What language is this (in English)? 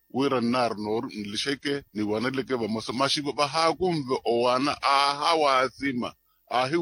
Makhuwa